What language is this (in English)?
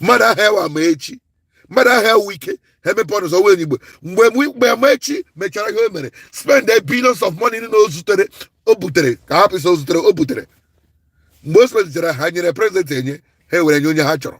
Igbo